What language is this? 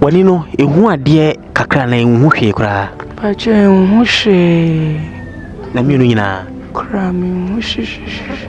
Akan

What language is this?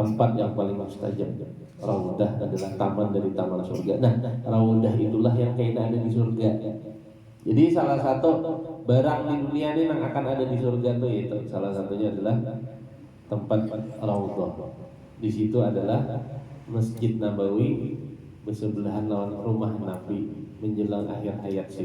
Banjar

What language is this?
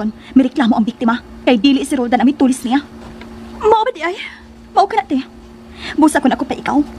Cebuano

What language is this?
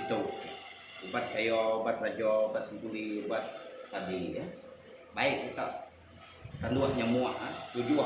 Iban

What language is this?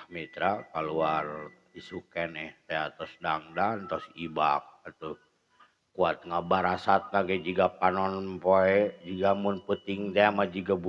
Sundanese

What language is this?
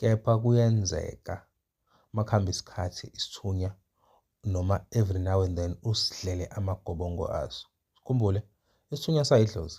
Zulu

